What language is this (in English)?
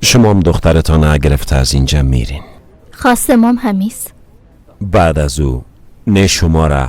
Persian